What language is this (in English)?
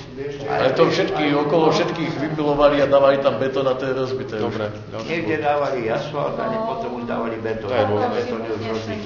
Slovak